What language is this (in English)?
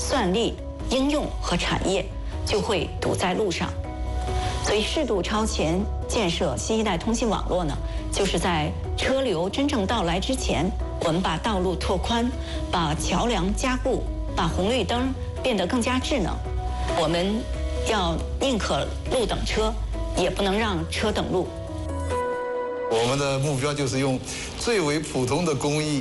Chinese